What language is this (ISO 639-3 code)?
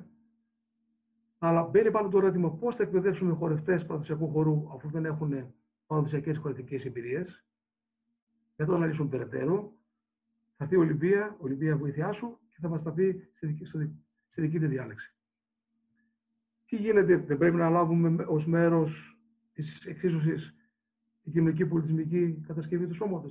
ell